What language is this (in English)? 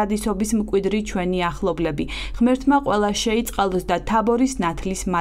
Georgian